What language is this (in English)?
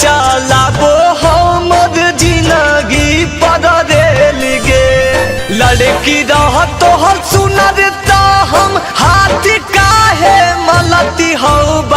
Magahi